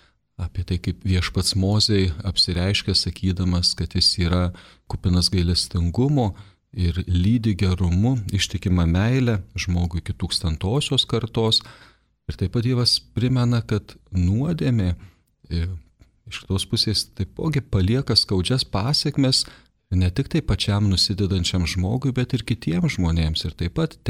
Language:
Lithuanian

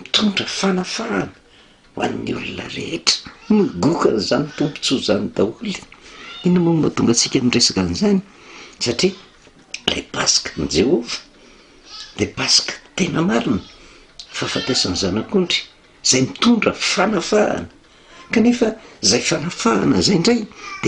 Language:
Malagasy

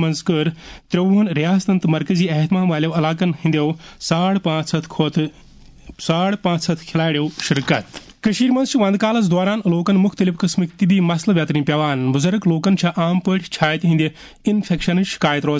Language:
Kashmiri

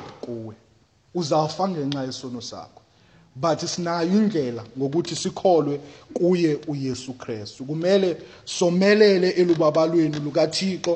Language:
Xhosa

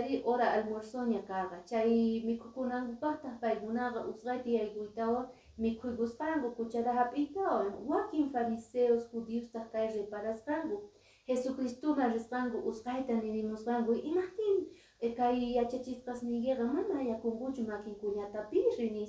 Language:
Quechua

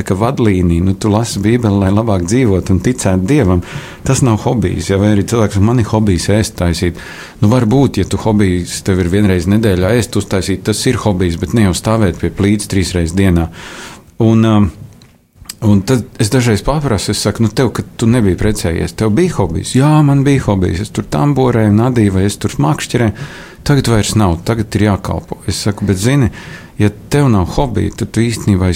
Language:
Latvian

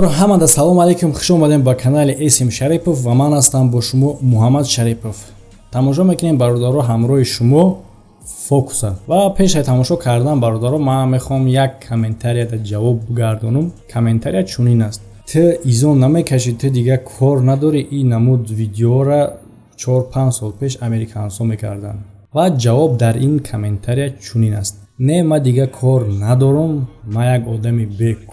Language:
Tajik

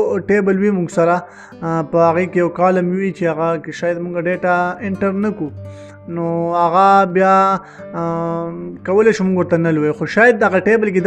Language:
Pashto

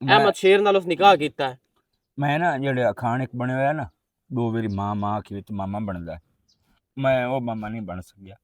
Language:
Western Panjabi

